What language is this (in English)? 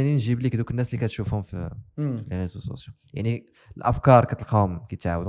Moroccan Arabic